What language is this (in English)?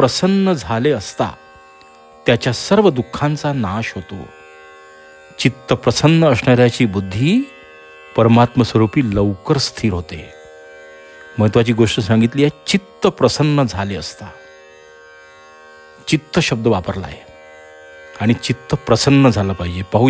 Marathi